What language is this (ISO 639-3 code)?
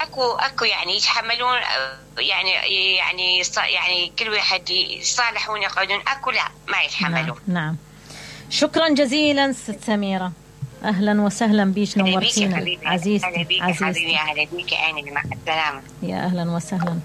acm